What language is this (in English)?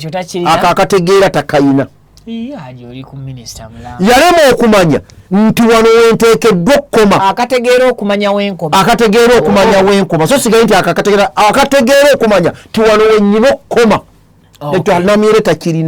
Ganda